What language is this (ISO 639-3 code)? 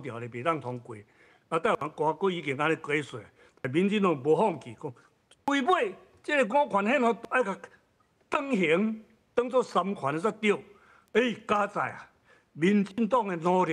nan